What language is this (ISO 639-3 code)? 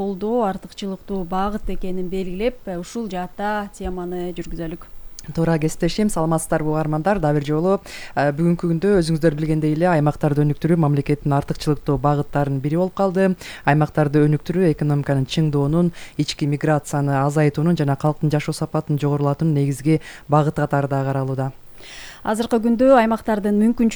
kir